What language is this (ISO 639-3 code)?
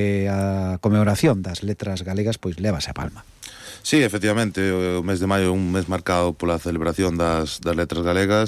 glg